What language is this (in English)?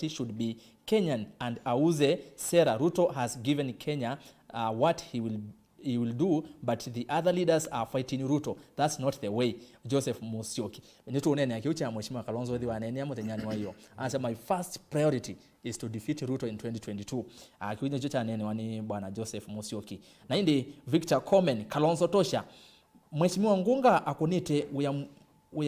Kamba